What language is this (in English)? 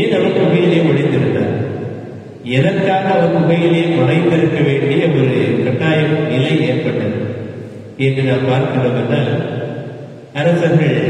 Tamil